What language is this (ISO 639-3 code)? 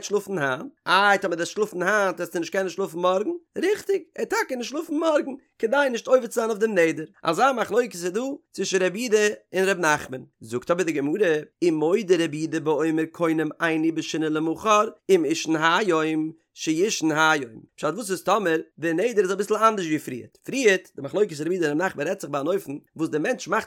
yid